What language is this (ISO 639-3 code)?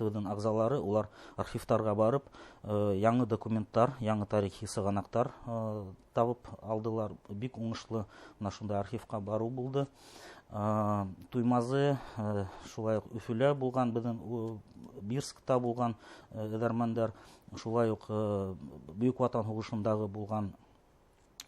bak